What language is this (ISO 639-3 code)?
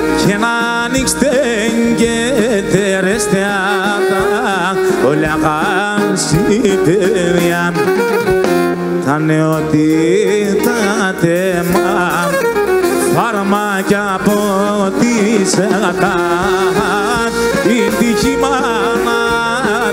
ell